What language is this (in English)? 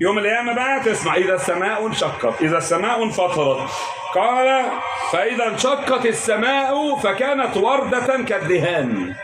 Egyptian Arabic